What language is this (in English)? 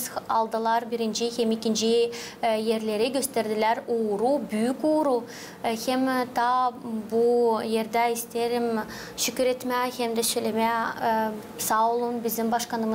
Gagauz